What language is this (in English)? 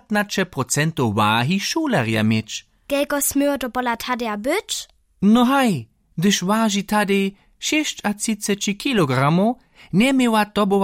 Upper Sorbian